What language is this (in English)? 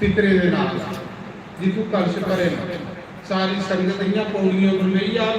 Dogri